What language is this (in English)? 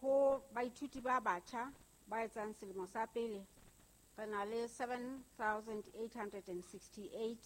Southern Sotho